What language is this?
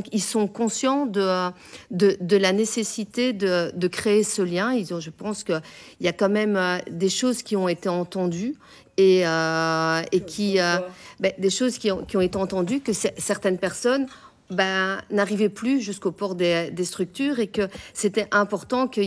French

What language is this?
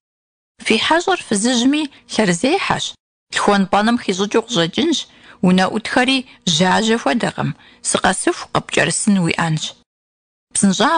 Kabardian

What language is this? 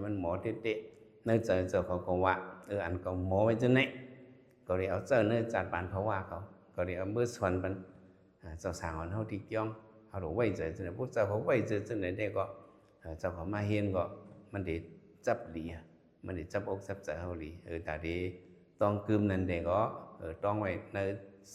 Shan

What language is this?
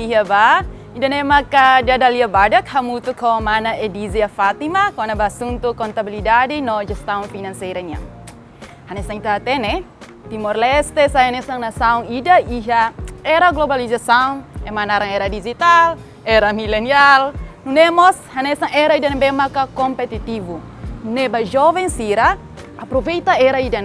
Tetum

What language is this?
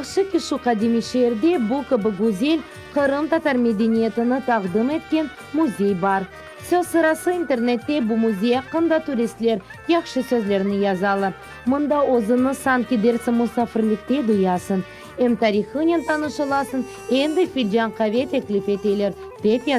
Crimean Tatar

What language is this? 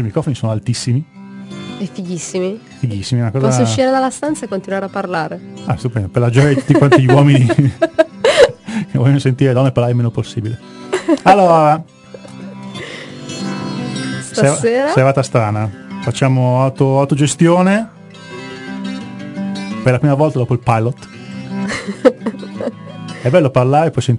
Italian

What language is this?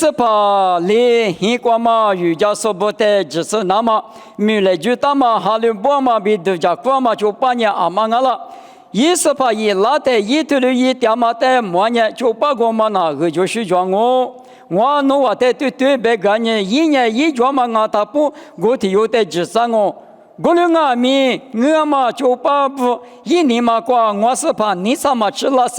Lisu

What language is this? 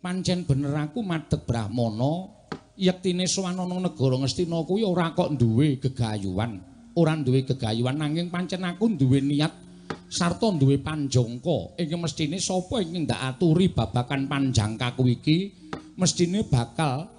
Javanese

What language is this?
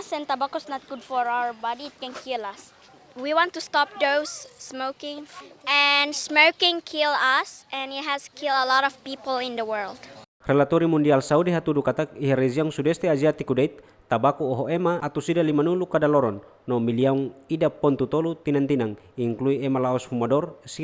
Tetum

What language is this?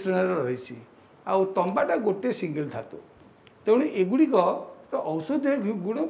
Odia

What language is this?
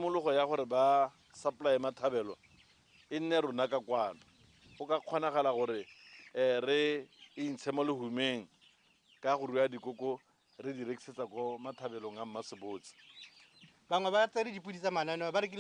Tswana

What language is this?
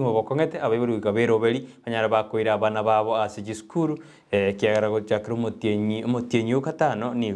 Gusii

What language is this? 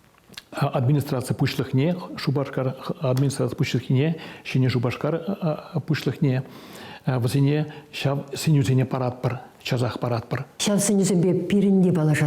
Chuvash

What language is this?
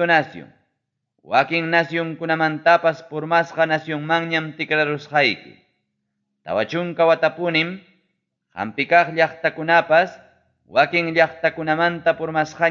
Ayacucho Quechua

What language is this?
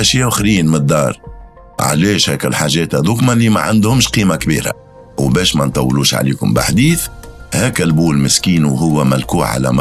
Tunisian Arabic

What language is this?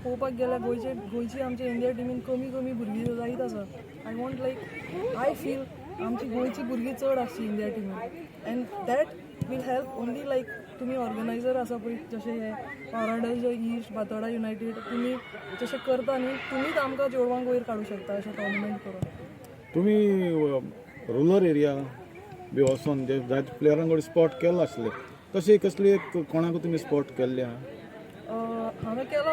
Konkani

